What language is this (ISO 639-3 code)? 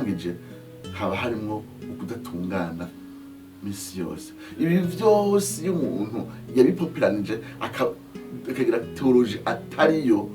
run